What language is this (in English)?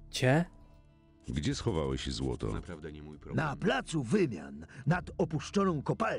Polish